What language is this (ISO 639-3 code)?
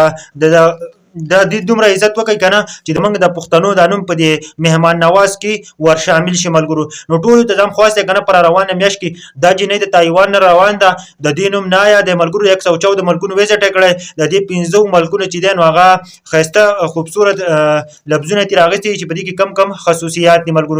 pus